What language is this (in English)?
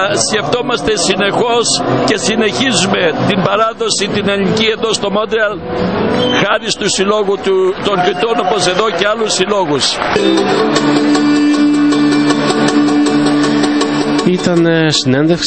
Greek